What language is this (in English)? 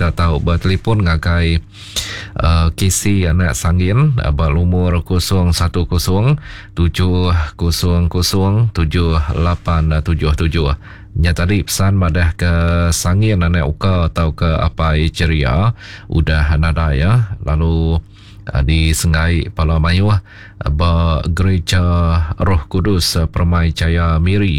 Iban